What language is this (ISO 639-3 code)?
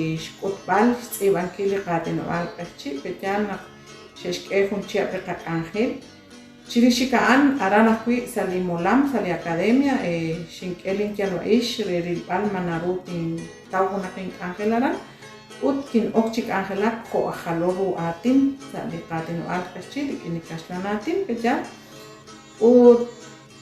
kek